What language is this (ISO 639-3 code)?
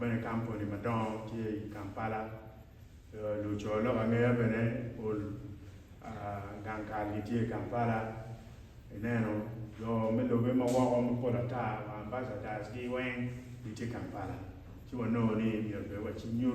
ach